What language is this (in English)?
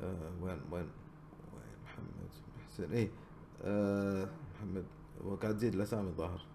Gulf Arabic